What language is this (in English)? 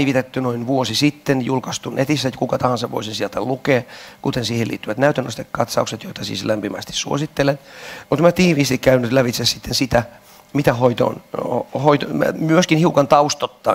Finnish